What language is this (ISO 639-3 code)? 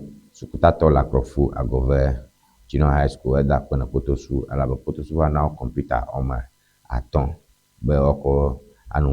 ewe